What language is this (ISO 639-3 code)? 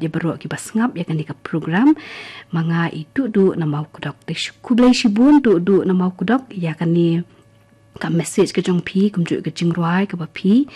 kha